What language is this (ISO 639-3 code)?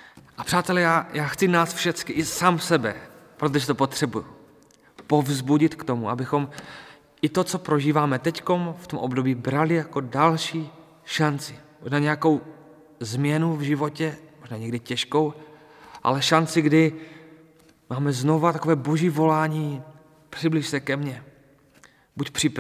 ces